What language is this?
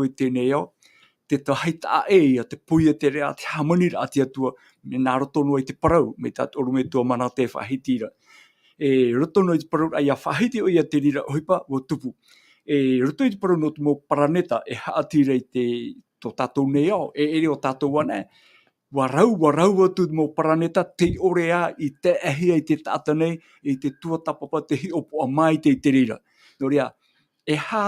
Tahitian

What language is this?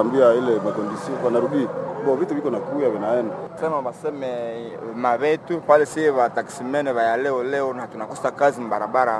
Swahili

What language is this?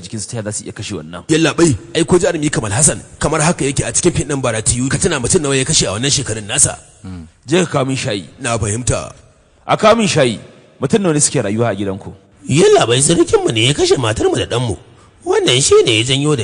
Hausa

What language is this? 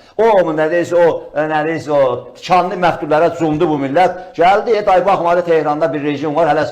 Azerbaijani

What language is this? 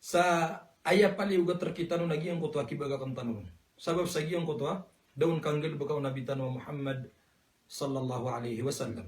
Maranao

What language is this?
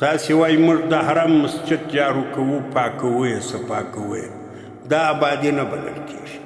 Pashto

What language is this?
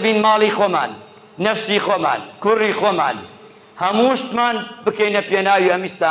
Central Kurdish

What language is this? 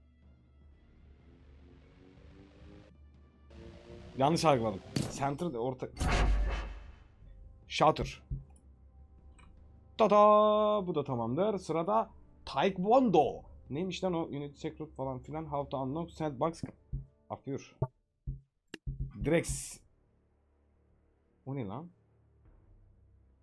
Turkish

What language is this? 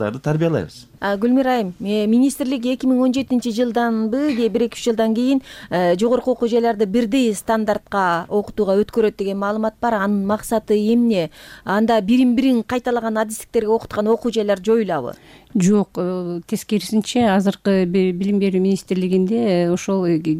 Kyrgyz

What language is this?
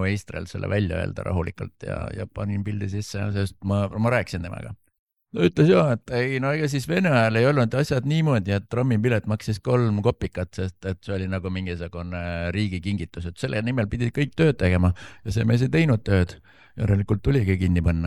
Estonian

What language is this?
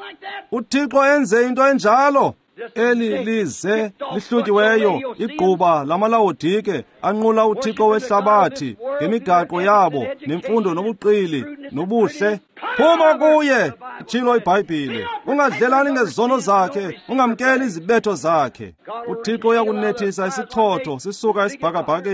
Xhosa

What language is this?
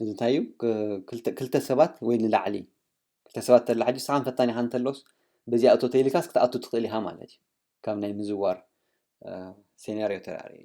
Tigrinya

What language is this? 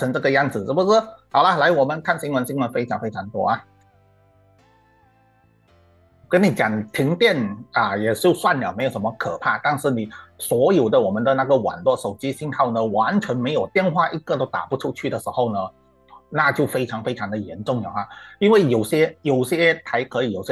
Chinese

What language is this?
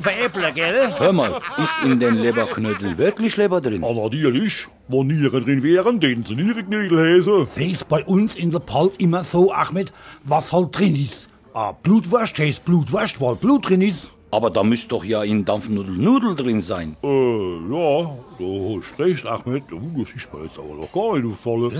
Palatine German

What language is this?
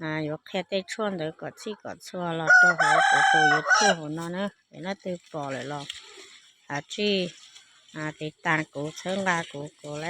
Hmong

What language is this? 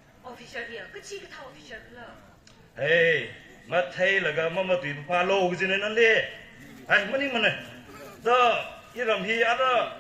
Tangkhul Naga (India)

